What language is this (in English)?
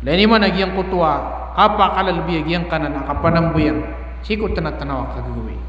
Maranao